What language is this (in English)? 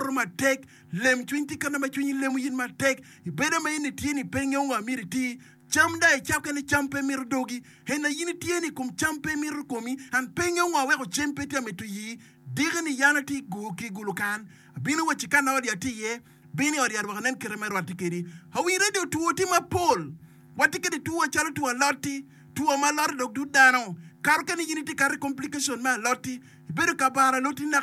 Acoli